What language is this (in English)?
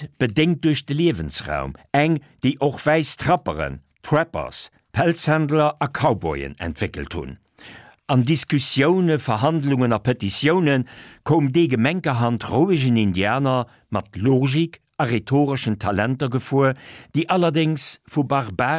Luxembourgish